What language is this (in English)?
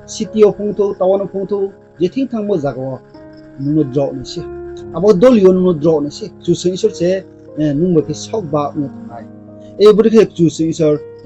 Riang (India)